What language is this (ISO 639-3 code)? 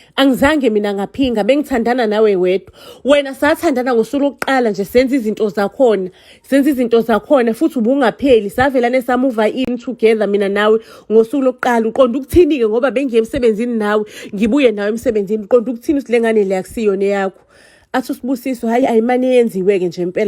zul